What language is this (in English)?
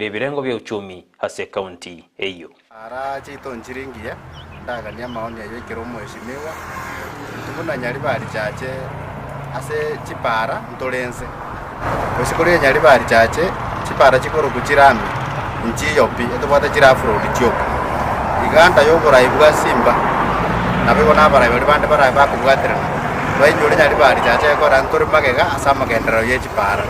Gusii